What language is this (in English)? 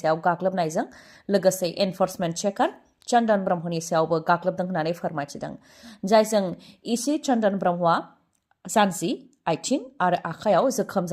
Bodo